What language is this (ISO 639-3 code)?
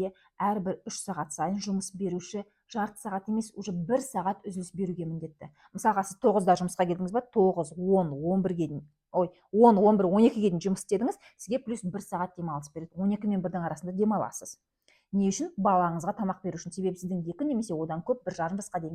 kaz